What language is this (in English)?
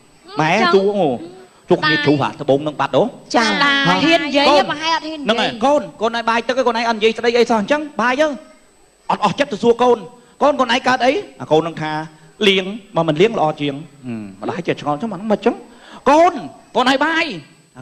Khmer